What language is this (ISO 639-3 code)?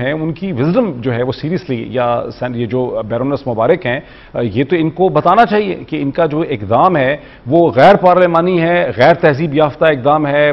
urd